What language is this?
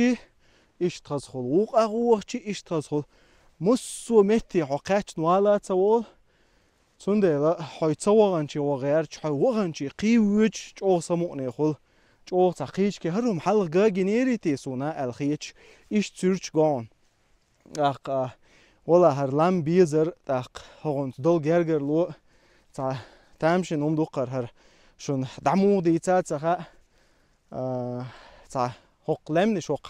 Chechen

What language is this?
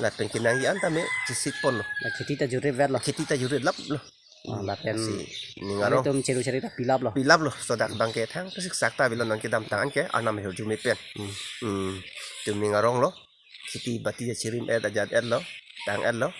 Karbi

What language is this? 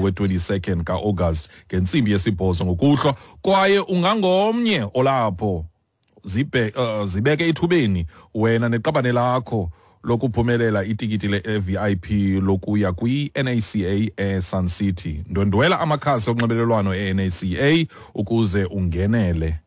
Xhosa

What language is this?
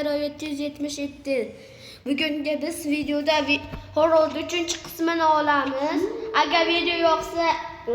Uzbek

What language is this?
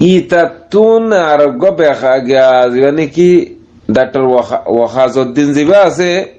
Rohingya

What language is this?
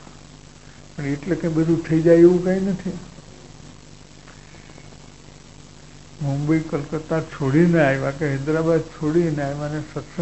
Gujarati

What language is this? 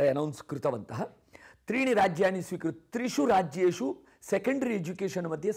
Sanskrit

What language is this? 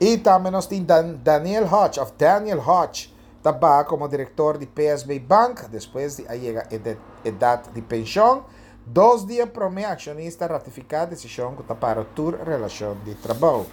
Papiamento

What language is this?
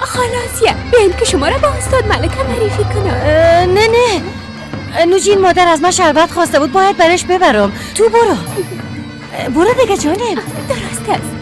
Persian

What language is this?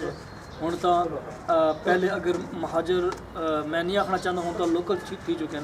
Saraiki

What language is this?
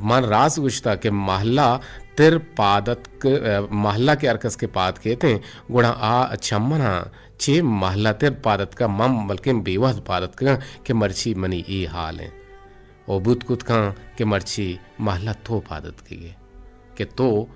Eastern Balochi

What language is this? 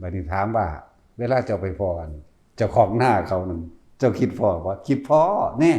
Lao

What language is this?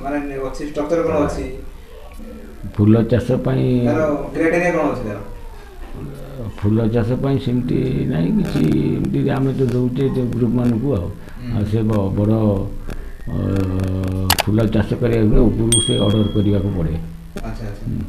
Odia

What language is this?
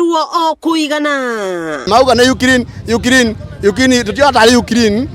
Kikuyu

